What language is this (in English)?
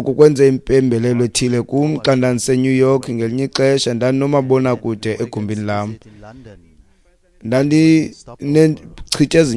Xhosa